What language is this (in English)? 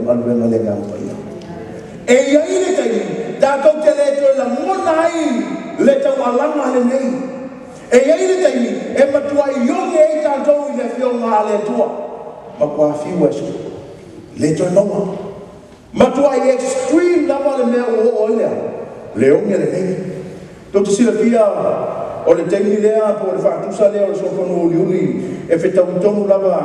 Samoan